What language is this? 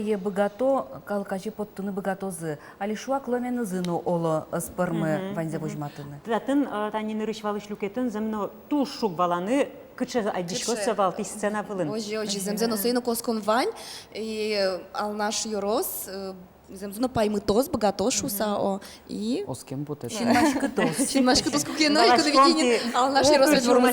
Udmurt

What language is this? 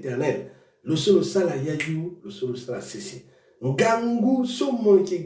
Sango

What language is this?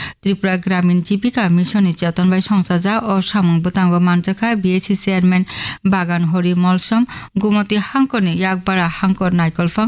Kok Borok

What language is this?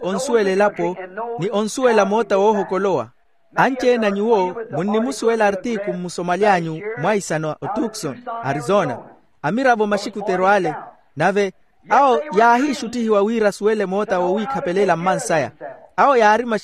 Makhuwa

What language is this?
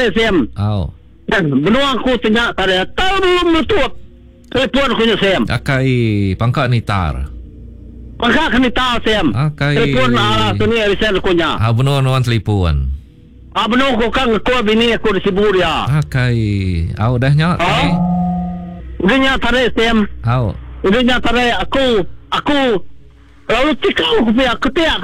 Iban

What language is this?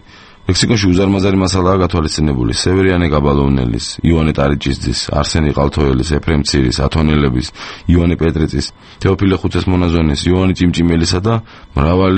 Georgian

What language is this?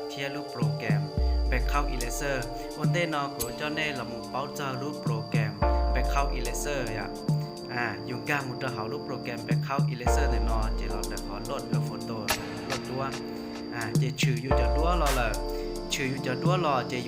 Hmong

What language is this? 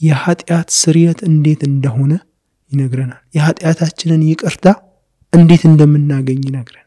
Amharic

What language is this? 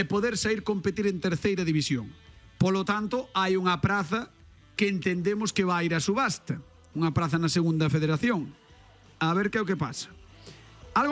Galician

